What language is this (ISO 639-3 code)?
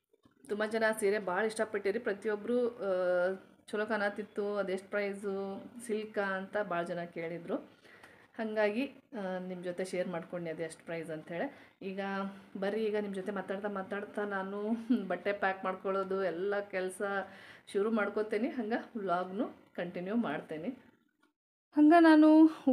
kan